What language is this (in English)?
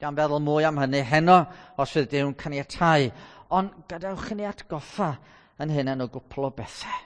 Welsh